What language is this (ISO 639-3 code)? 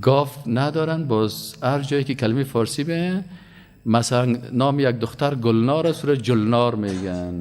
fas